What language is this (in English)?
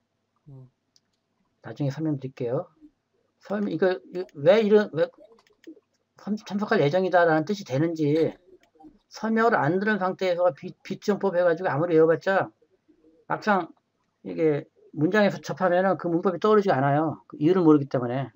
Korean